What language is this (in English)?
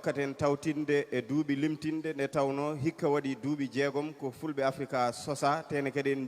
Fula